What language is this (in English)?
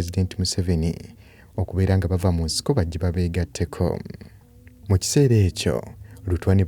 Ganda